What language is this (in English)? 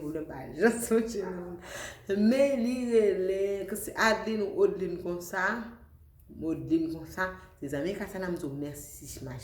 Haitian Creole